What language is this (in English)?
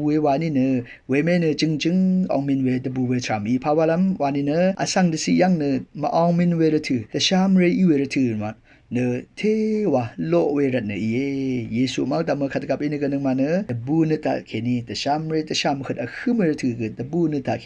Rawang